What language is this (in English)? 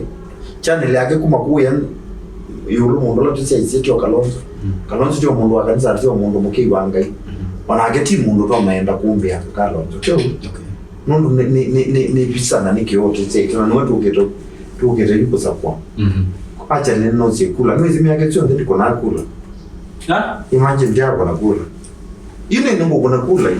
Kamba